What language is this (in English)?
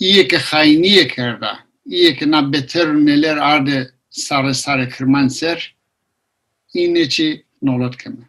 Zaza